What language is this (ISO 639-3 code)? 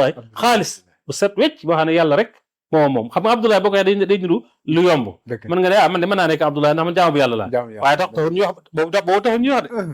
wol